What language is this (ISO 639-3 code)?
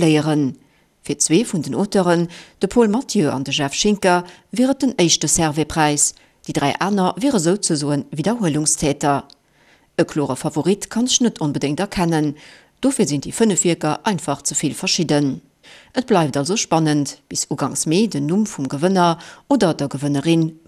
ltz